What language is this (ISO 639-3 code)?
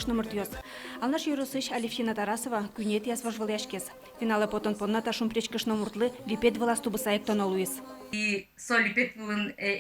udm